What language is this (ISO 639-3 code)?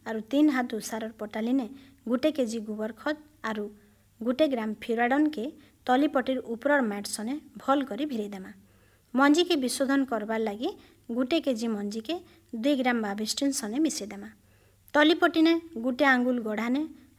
ori